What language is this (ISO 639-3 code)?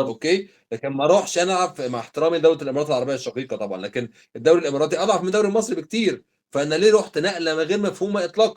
arz